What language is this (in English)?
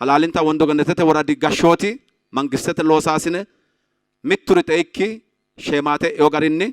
Sidamo